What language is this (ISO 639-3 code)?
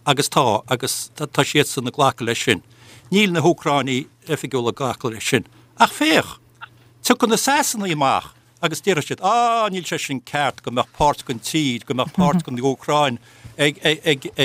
gle